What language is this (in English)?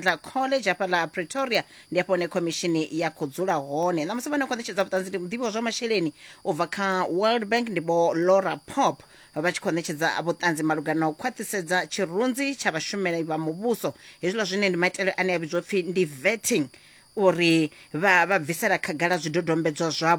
Venda